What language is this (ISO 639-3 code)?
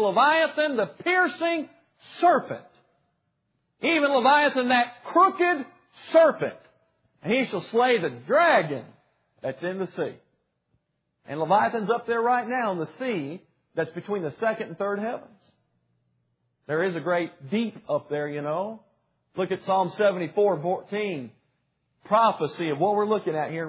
eng